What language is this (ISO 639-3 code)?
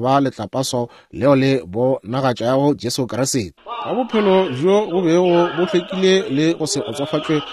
nso